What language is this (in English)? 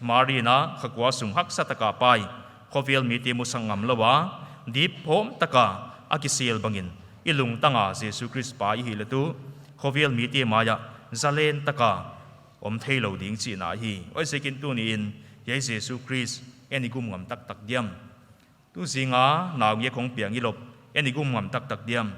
Paite Chin